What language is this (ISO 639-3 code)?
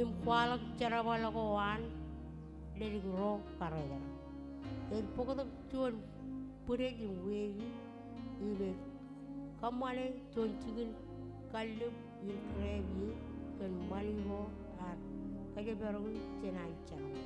mah